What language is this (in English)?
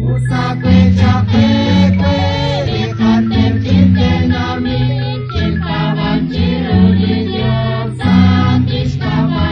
Kekchí